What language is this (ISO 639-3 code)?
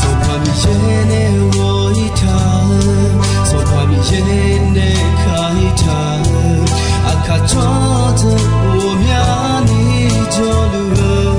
ahk